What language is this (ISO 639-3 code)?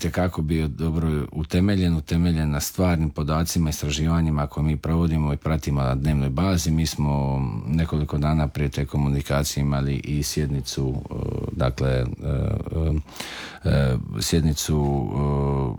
hrv